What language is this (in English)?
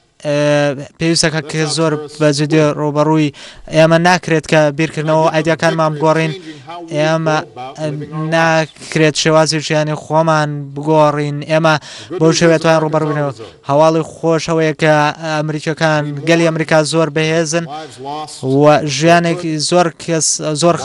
Central Kurdish